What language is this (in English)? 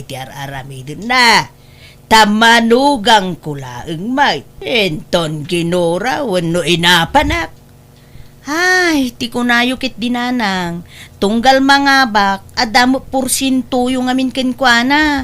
Iloko